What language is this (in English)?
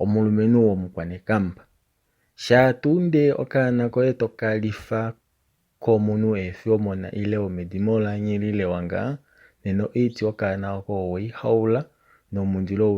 Kuanyama